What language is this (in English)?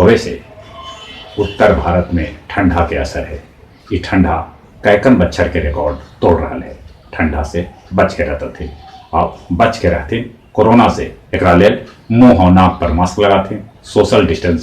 Magahi